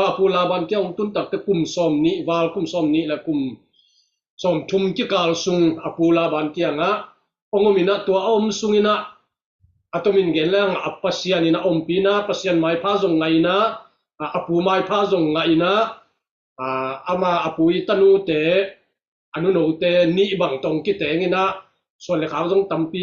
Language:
Tedim Chin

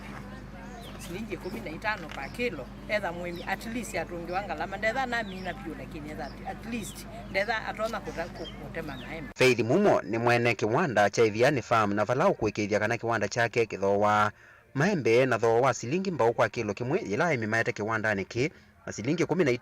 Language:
Kamba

